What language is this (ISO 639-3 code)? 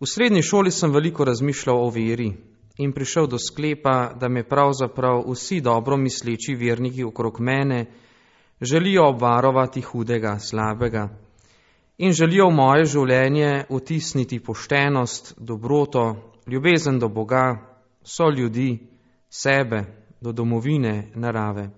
slv